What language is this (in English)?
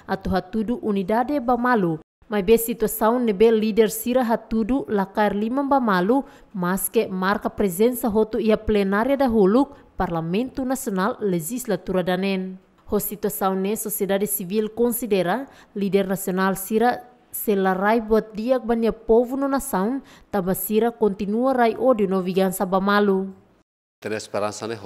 Tetum